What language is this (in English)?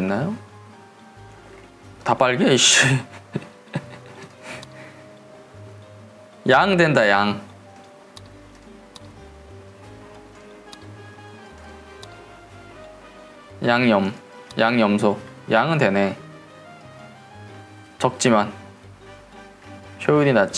Korean